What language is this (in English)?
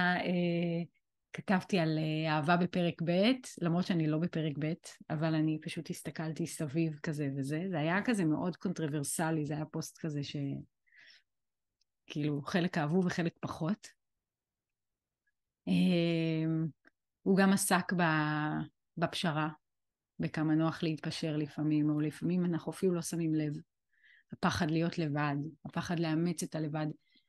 Hebrew